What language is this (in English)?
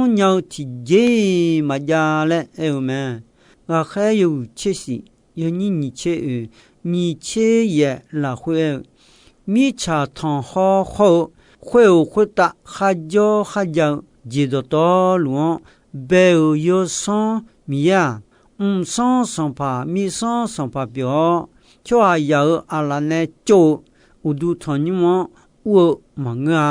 Akha